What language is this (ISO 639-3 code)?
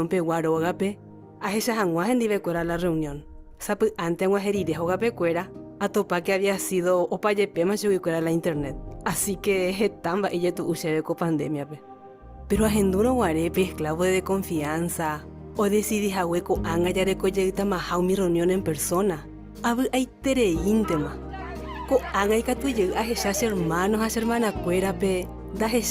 grn